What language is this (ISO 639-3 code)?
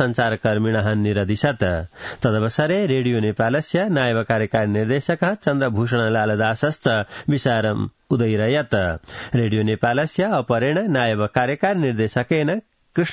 san